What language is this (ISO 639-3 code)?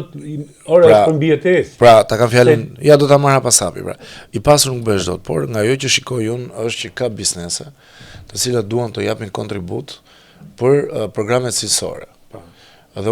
sqi